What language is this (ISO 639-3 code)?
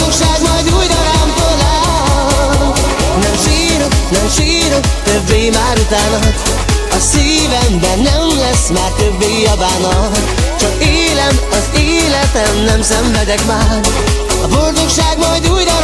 hun